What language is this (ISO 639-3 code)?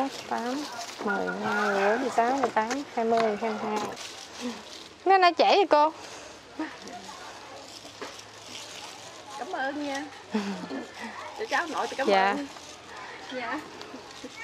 vie